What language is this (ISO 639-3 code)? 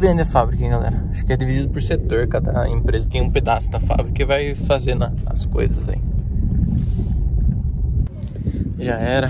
por